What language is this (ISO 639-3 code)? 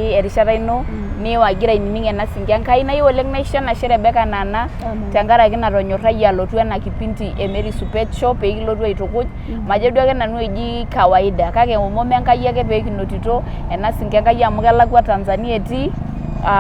mas